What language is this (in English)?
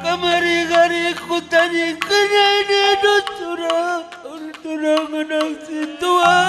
Batak Karo